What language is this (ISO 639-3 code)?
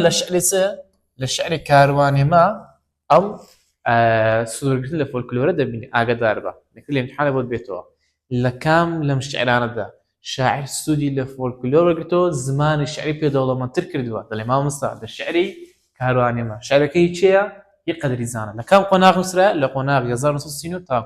ckb